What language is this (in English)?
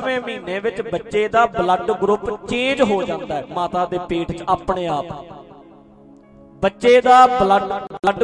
Punjabi